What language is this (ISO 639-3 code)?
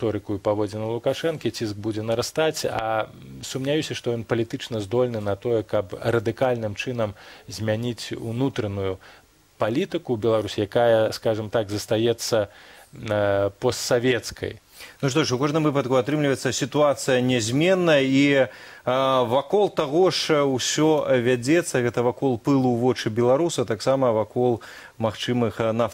bel